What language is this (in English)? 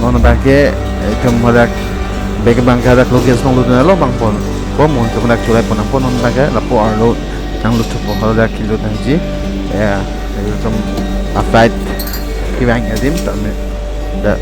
Karbi